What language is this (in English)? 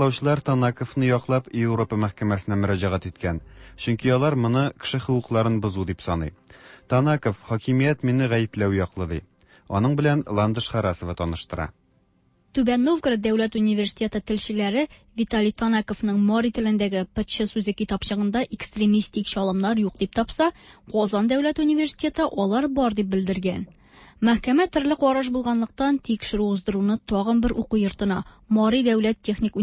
Tatar